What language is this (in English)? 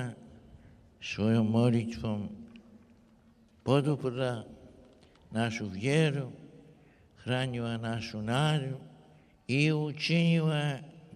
Croatian